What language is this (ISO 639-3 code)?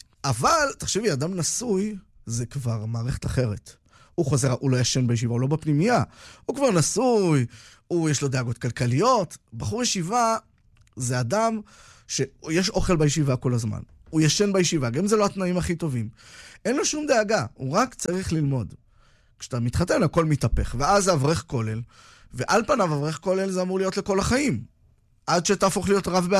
heb